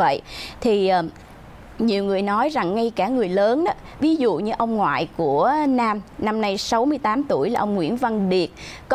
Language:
Vietnamese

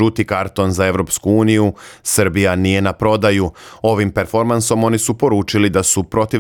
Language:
Serbian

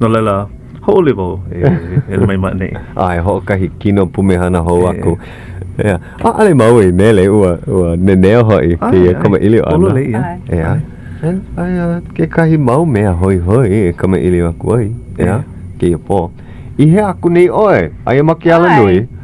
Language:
Hawaiian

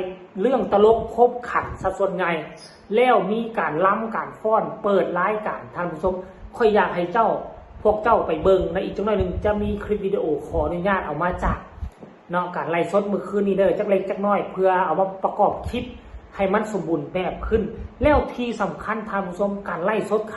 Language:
Lao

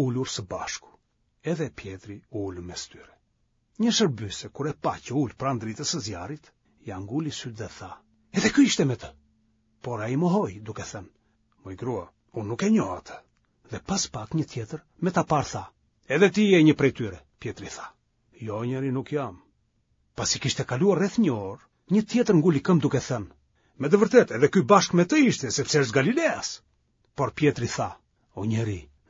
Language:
Albanian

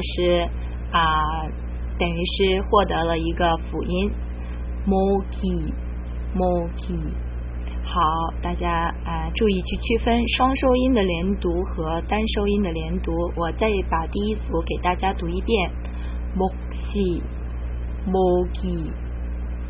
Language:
Chinese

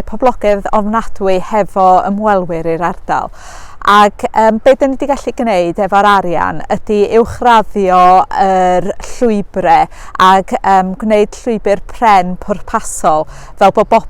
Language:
Welsh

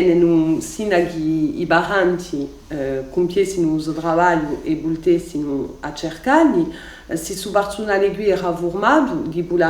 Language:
Corsican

